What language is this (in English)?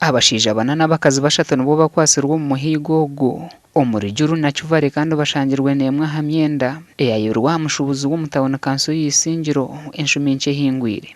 Nyankole